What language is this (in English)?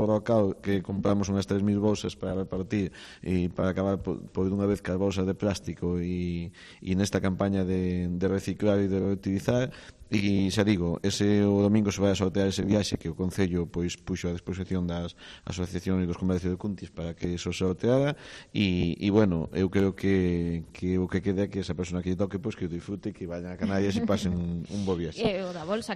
Galician